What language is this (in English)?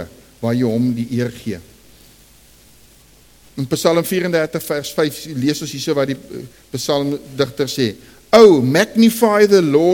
Afrikaans